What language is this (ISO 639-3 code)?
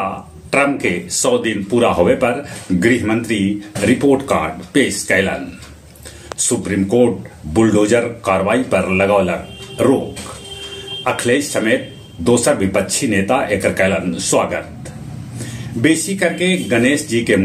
mag